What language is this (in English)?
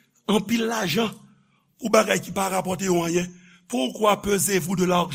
Haitian Creole